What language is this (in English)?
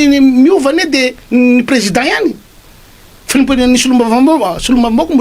Malagasy